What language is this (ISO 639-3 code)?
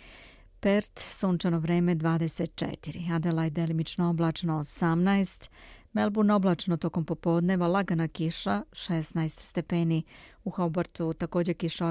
srp